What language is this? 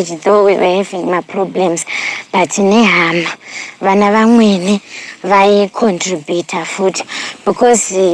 Shona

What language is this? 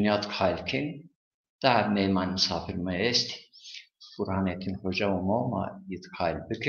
Zaza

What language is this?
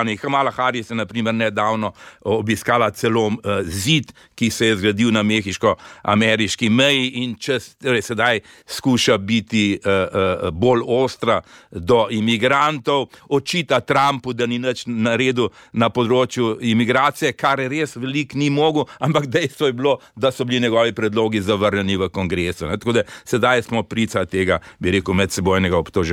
Slovenian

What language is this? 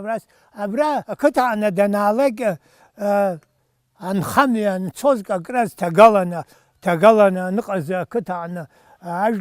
Abkhazian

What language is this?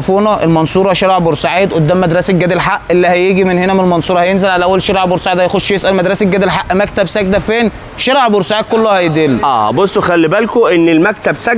Egyptian Arabic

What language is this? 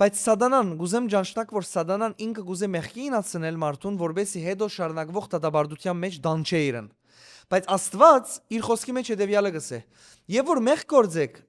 Western Armenian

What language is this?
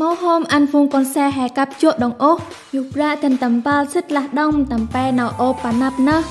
Central Mnong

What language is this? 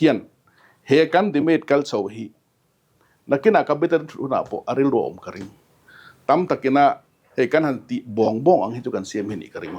Mizo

